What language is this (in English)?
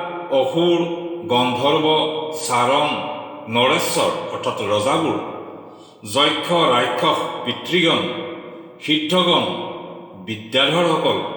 Assamese